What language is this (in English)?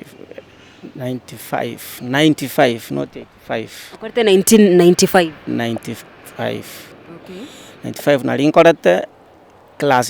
Gusii